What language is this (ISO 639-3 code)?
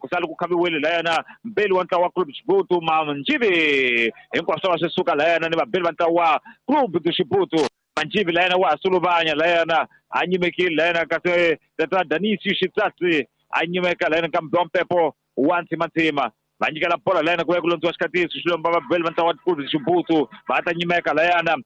tso